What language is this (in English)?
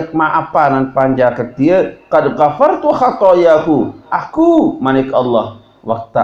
Sasak